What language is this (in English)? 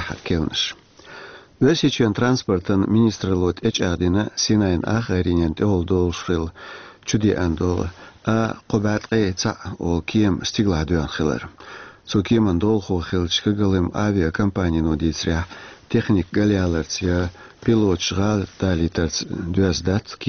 Chechen